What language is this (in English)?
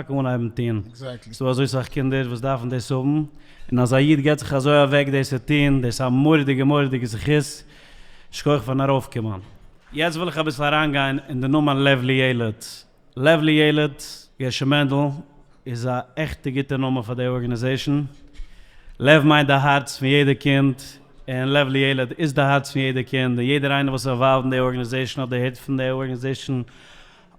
Yiddish